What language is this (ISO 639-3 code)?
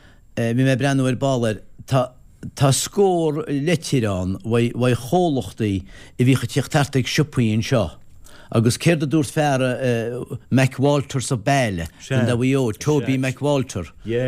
gle